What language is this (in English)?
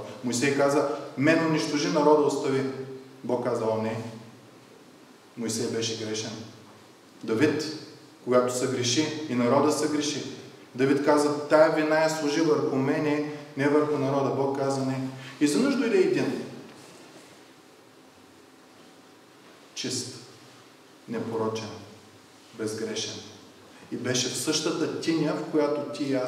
Bulgarian